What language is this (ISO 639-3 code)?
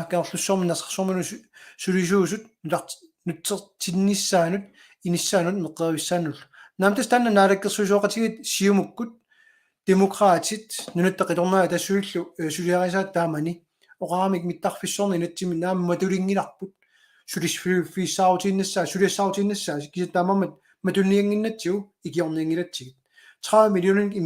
kal